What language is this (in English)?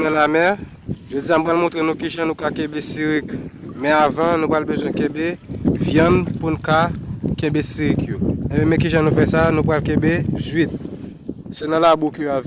Haitian Creole